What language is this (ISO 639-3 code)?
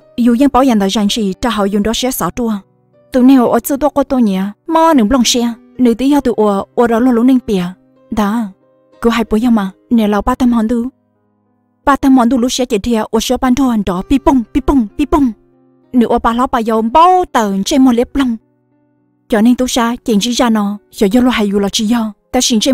hmn